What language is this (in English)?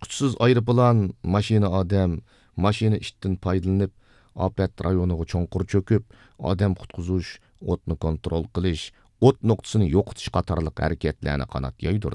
Uyghur